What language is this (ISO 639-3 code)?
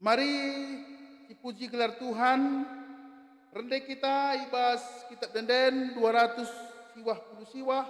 btx